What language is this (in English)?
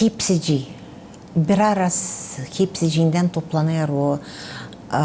Gagauz